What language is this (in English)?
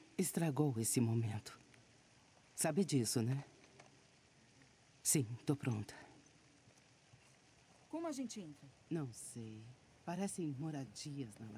Portuguese